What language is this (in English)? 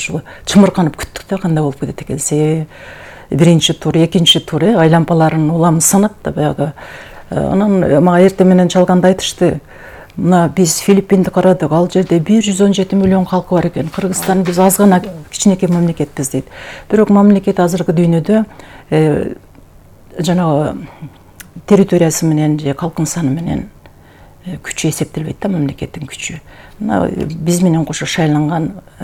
Kyrgyz